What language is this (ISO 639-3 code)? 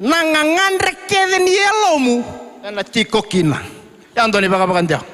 fij